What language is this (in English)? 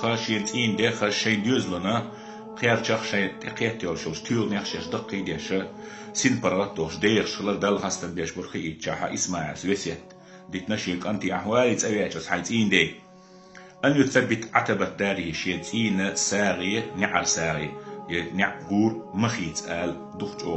Chechen